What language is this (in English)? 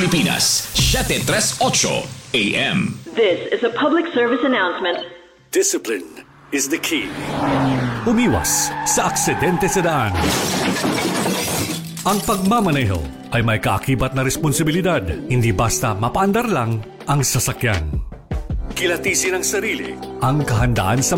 Filipino